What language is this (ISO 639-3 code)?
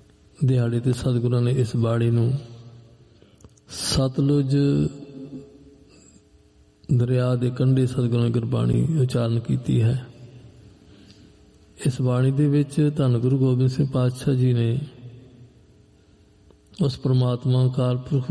pan